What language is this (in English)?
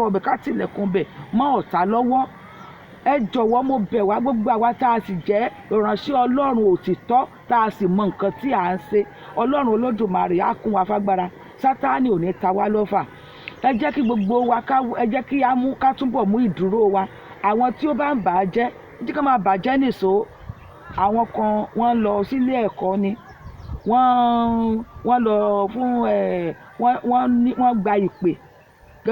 Yoruba